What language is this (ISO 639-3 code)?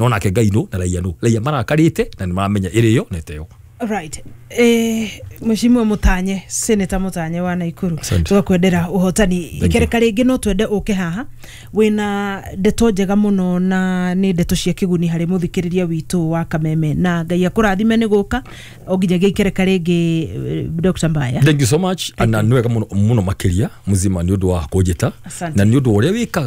kik